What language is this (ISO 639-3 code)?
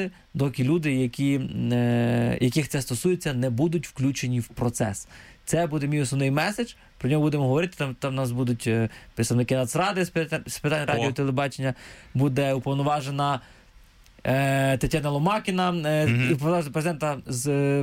ukr